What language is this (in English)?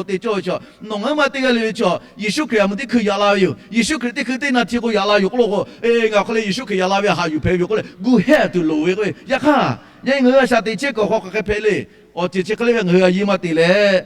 Lahu